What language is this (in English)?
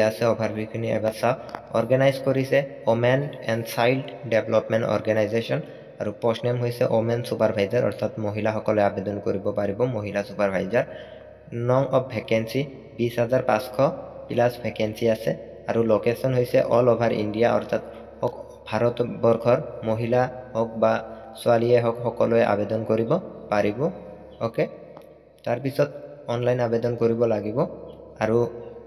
Assamese